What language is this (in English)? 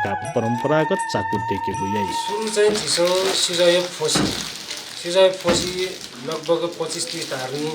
Newari